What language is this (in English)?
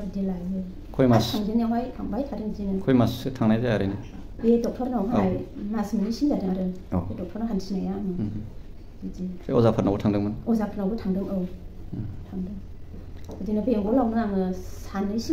Bodo